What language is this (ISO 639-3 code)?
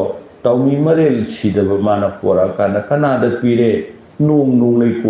mni